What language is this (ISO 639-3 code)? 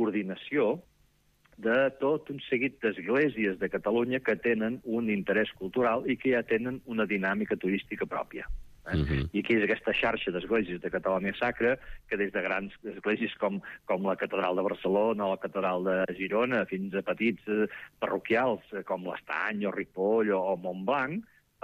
cat